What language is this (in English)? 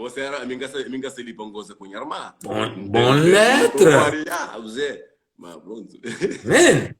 Kabuverdianu